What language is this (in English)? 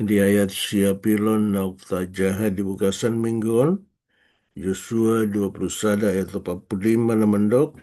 Batak Toba